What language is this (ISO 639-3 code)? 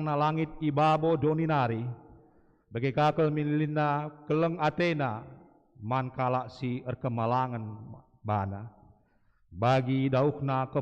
btx